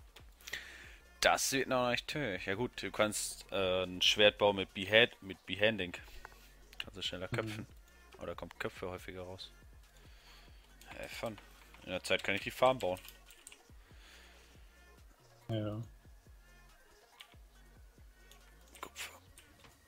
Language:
German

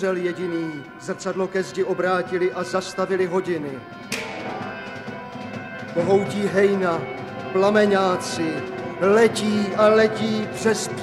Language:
Czech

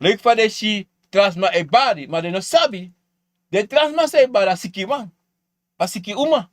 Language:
Sranan Tongo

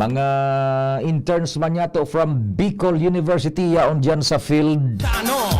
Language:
Bikol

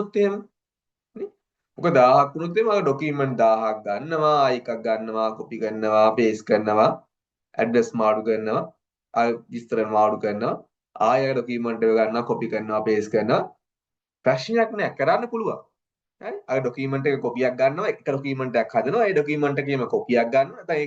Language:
Sinhala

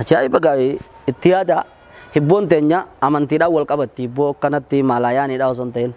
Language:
Oromo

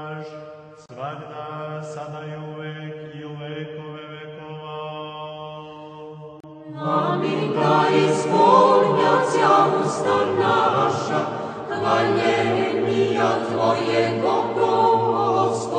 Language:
Serbian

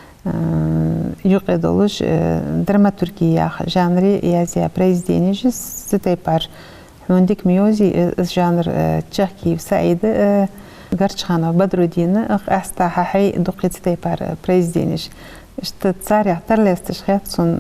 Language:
Ingush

